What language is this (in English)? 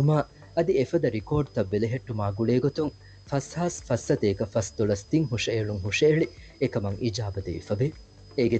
Divehi